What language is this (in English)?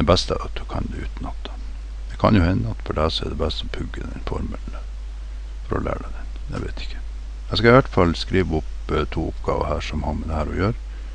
Norwegian